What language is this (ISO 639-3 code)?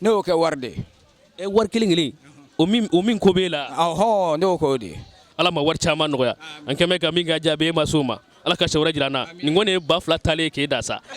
bam